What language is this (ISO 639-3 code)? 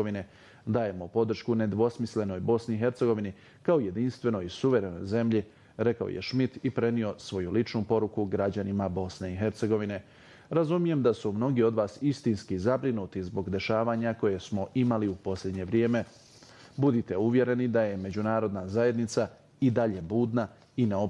bos